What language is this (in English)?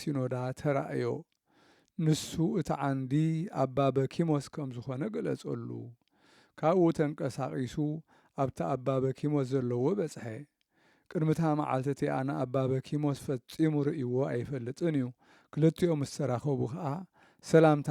Tigrinya